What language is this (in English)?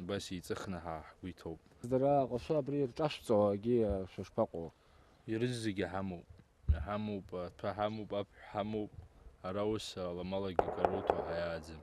Abkhazian